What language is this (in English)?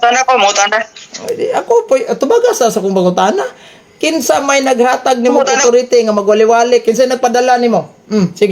Cebuano